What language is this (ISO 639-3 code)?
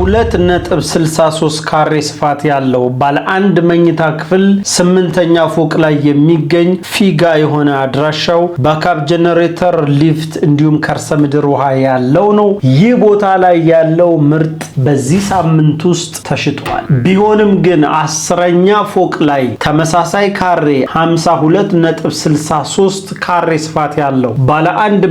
amh